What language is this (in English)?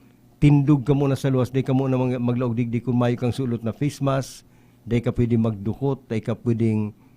Bikol